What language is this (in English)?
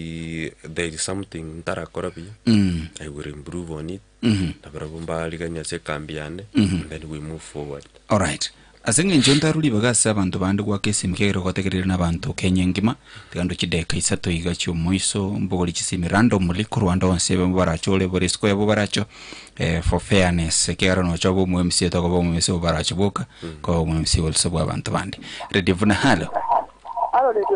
Gusii